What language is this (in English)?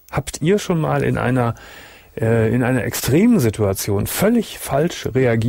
German